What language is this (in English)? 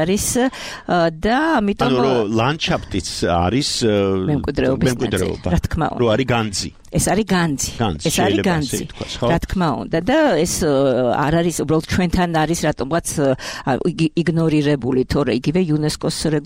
Georgian